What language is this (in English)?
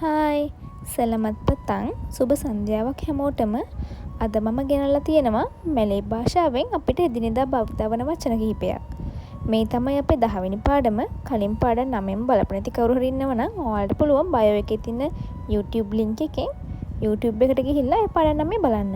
Sinhala